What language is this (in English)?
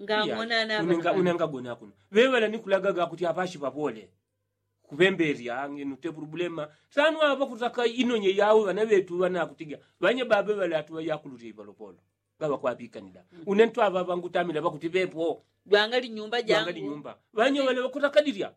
Yao